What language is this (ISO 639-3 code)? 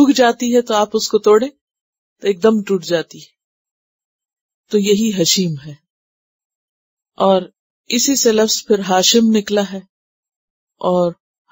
urd